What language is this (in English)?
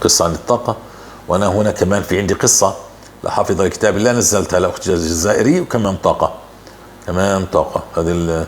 North Levantine Arabic